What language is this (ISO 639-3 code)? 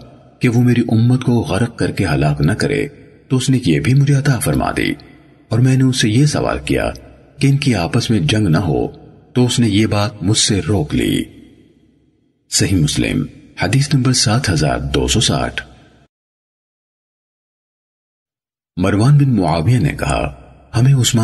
urd